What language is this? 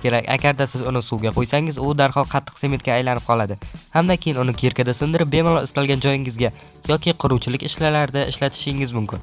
Uzbek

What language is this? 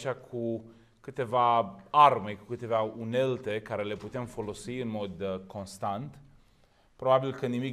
Romanian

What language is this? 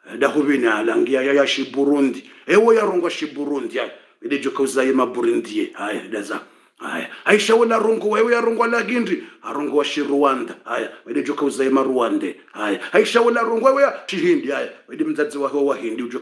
Swahili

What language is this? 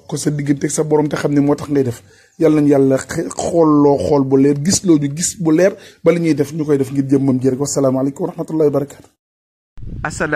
Wolof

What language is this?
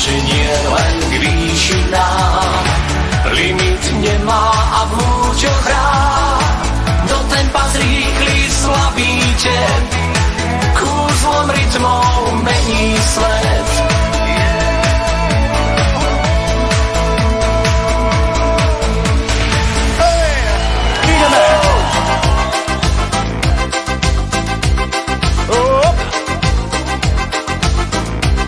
Slovak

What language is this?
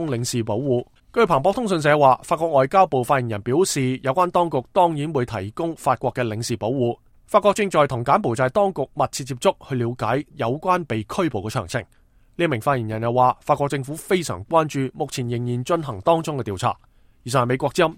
Cantonese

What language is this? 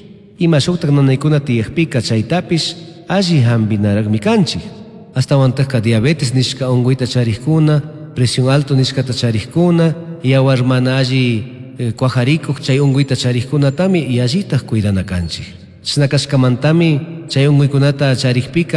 Chimborazo Highland Quichua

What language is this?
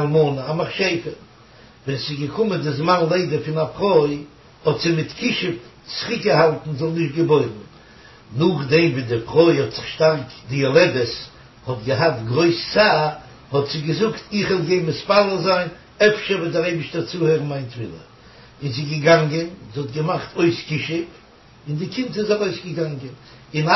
Yiddish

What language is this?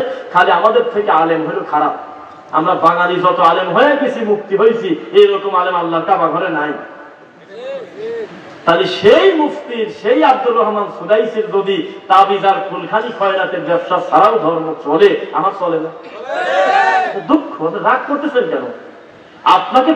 Bangla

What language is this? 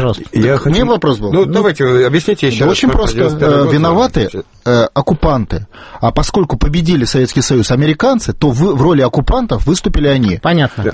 Russian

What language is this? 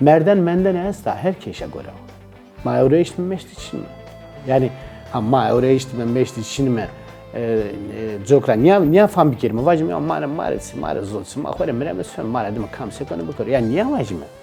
Zaza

